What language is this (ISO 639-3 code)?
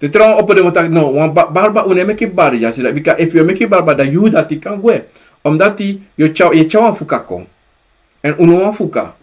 srn